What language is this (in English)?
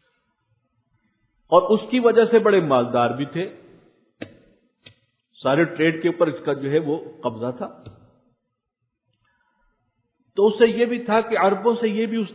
Urdu